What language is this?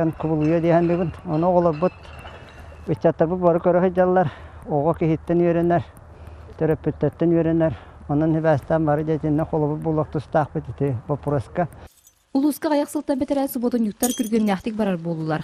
Yakut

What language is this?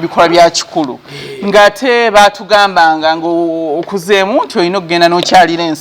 Ganda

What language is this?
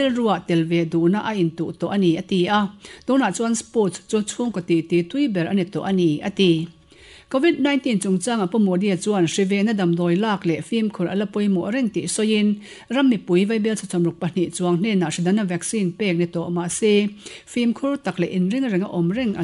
Mizo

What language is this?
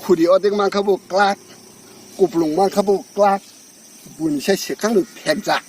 Kok Borok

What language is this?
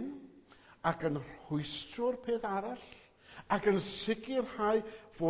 Welsh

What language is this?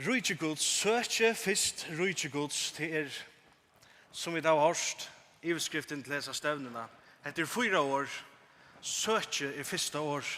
Faroese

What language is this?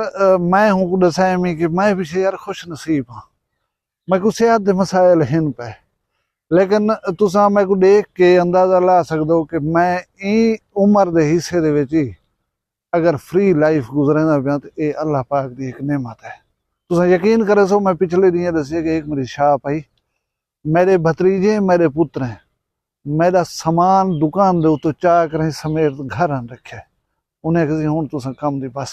Saraiki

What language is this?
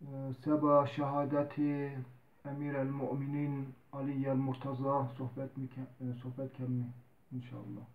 Zaza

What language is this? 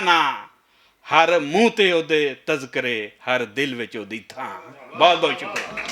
Western Panjabi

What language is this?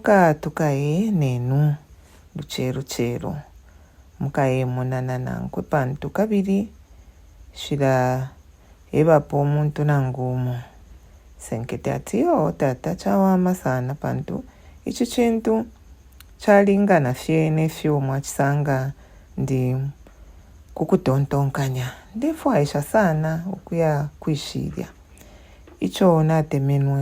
Bemba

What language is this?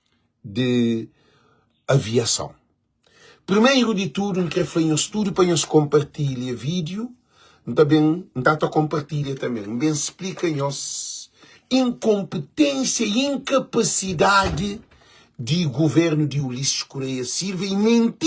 Kabuverdianu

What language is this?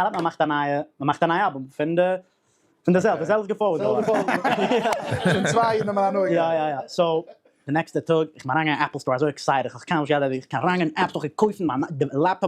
Yiddish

